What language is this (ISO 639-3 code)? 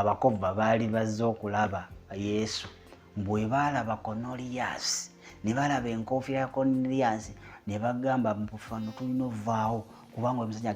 lug